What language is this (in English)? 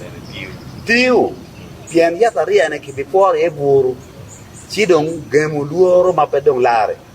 Acoli